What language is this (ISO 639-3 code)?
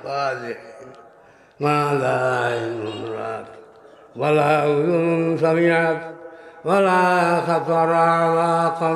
syl